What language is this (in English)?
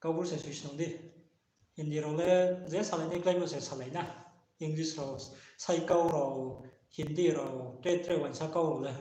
Riang (India)